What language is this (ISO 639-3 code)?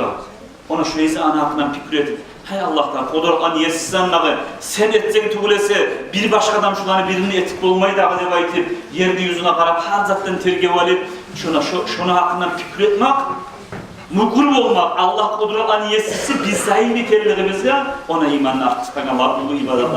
kum